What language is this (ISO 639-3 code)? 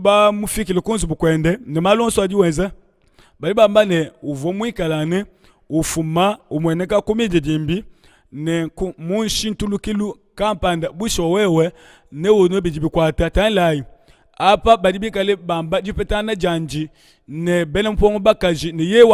lua